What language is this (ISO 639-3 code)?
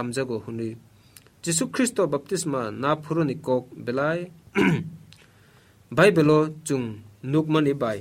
trp